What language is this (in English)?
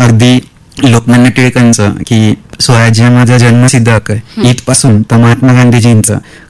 Marathi